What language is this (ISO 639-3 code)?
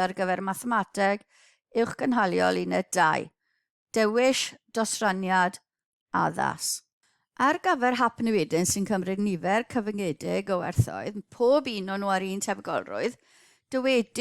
cym